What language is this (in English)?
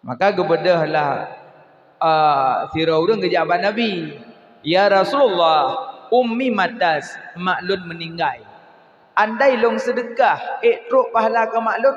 Achinese